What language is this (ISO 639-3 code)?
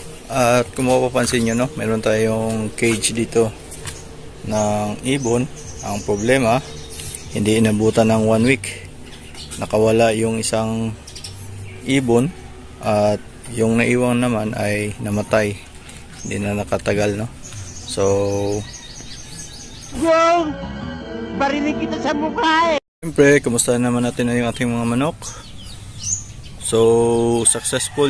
fil